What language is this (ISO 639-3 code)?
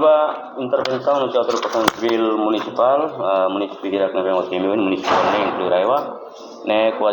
tet